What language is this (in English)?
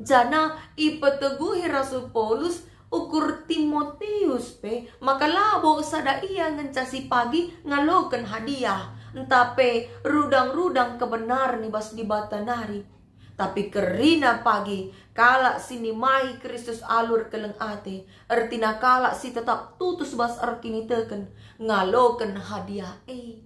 Batak Karo